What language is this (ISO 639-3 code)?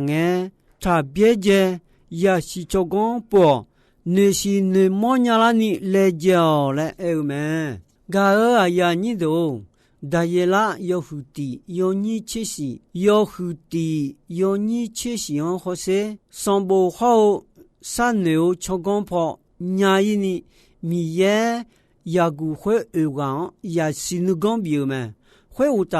ahk